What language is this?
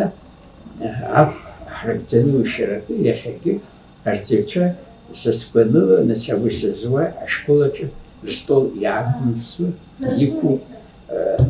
Abkhazian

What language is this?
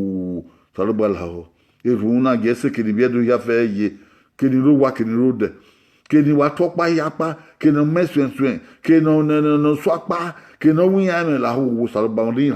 Bini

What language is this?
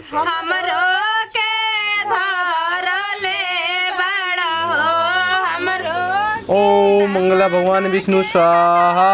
Maithili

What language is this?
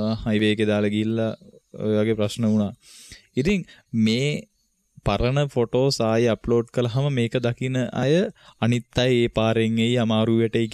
Sinhala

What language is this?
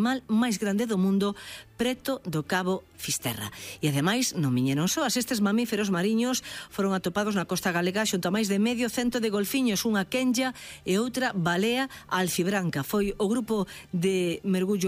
Galician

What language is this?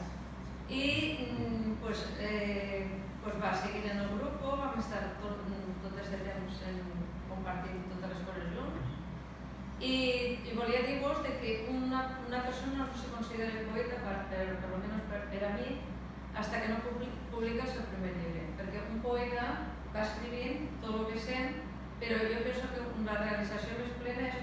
Catalan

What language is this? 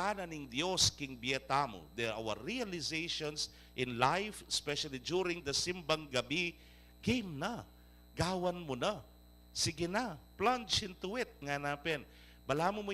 Pampanga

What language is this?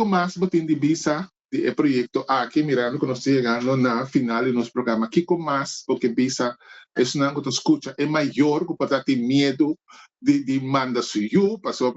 Papiamento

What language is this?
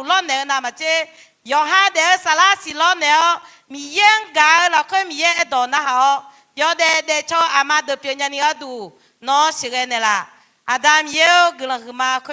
Akha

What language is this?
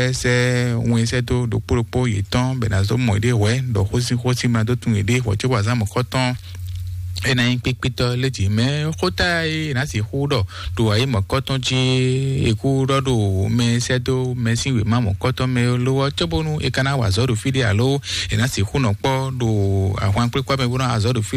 Fon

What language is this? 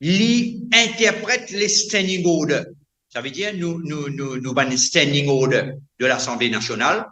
Morisyen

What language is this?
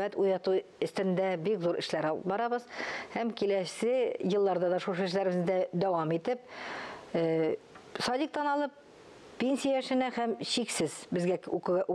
Tatar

